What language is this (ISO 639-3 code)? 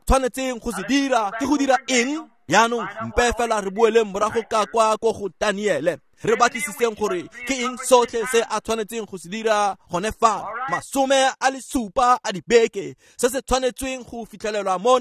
tsn